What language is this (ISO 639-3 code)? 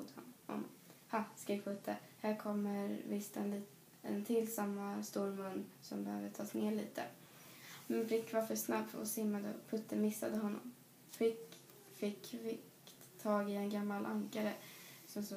swe